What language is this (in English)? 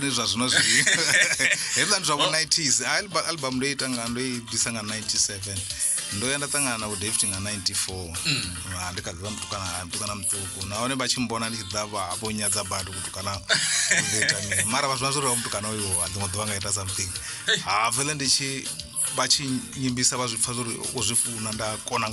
Venda